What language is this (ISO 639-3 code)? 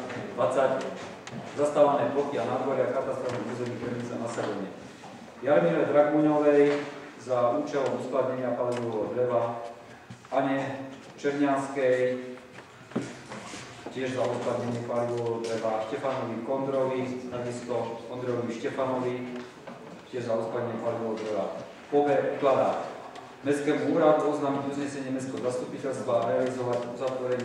slk